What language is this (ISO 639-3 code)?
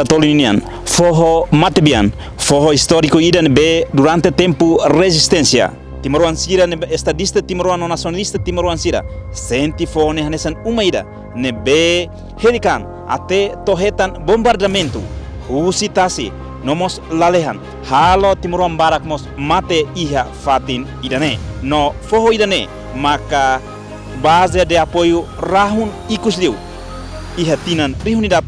tet